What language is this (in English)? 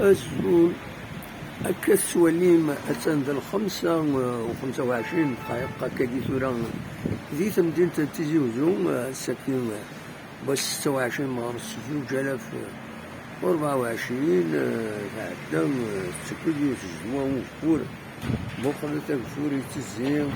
Kabyle